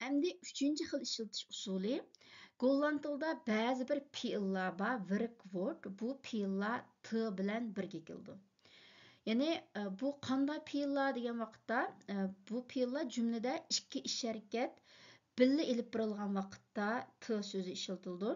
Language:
Uyghur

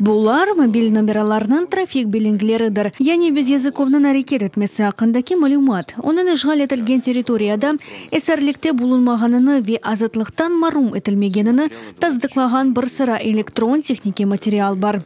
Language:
Crimean Tatar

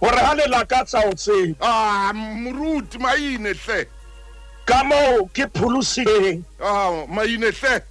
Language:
Southern Sotho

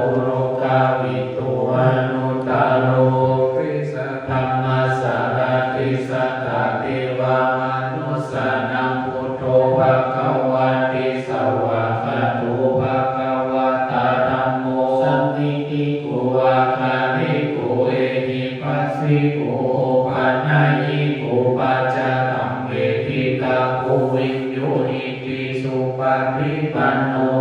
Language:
Pali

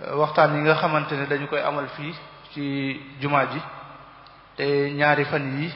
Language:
Wolof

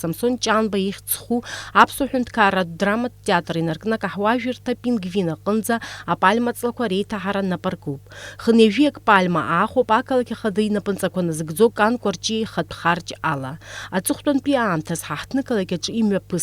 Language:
Abkhazian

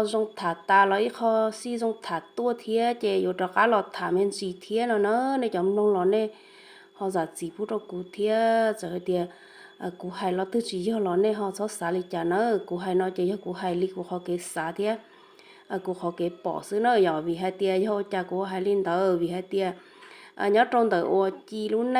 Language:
Hmong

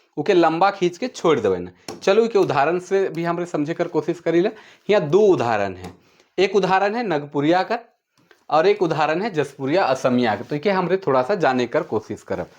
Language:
Sadri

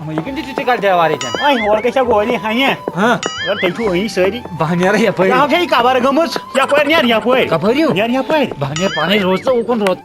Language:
Kashmiri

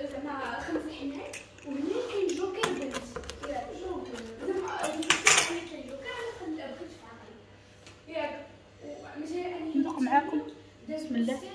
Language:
Moroccan Arabic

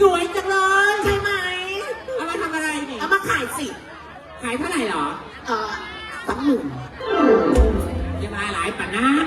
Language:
Northeastern Thai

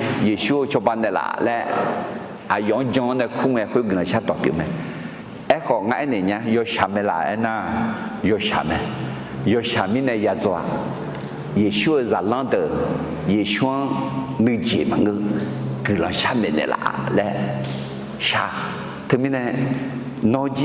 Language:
Akha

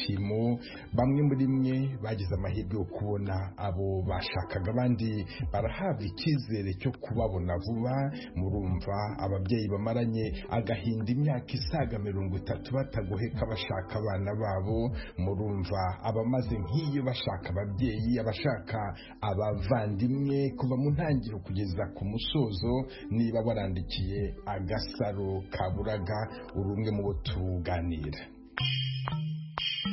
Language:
Kinyarwanda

